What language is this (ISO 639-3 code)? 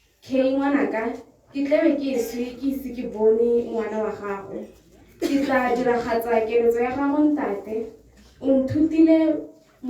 tsn